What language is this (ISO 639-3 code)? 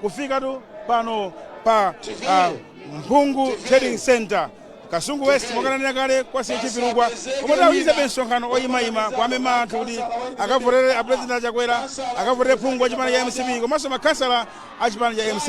nya